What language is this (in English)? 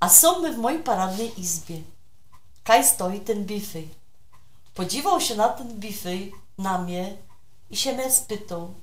Silesian